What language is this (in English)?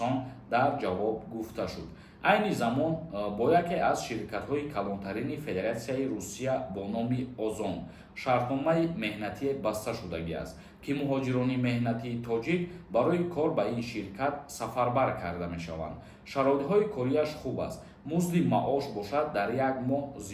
Tajik